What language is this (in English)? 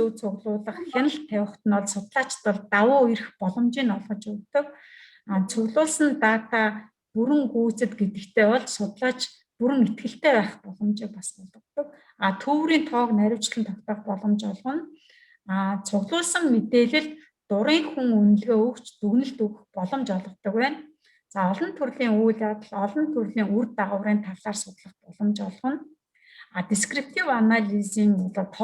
Mongolian